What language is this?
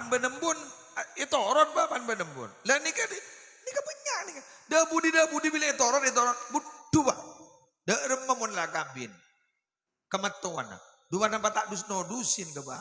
Madurese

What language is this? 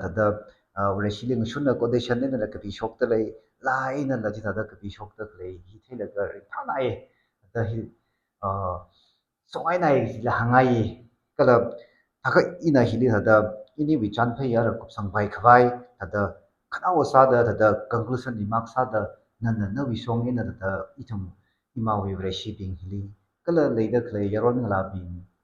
Tangkhul Naga (India)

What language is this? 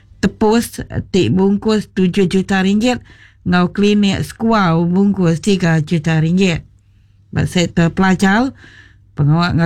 Iban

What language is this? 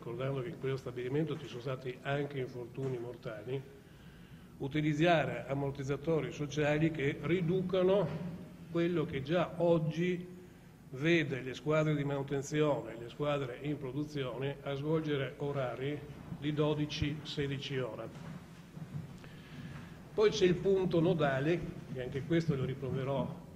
Italian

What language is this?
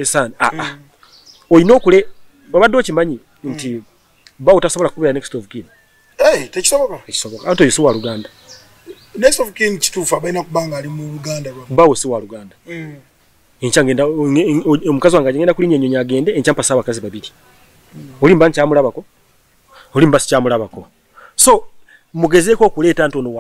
Ganda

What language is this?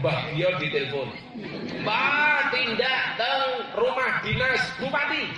Javanese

